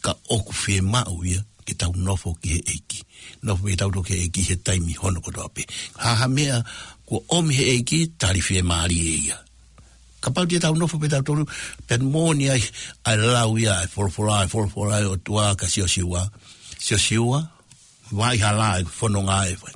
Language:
Tongan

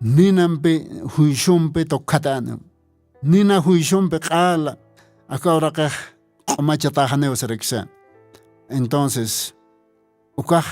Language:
Aymara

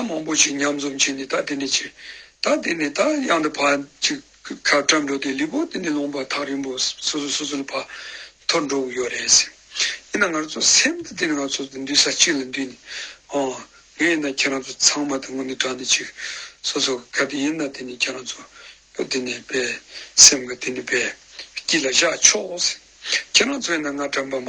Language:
Tibetan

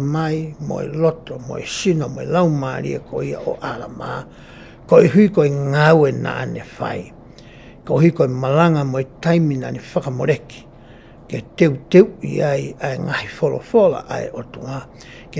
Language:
Tongan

